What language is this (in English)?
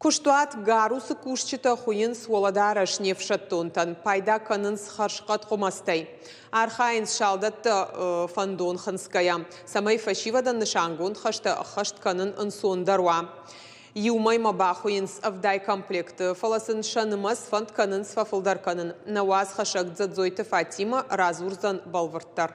Ossetic